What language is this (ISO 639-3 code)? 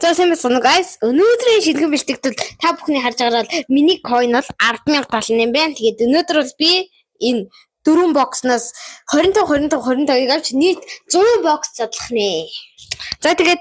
mon